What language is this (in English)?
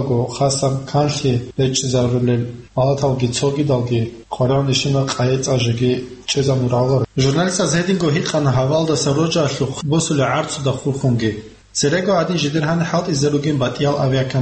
Avaric